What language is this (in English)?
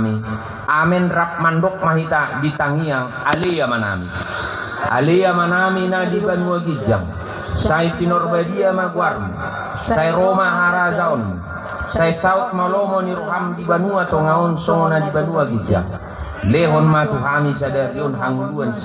Batak Toba